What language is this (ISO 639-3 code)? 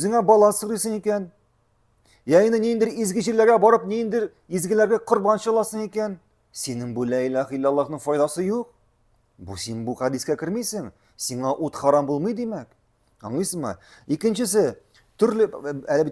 tat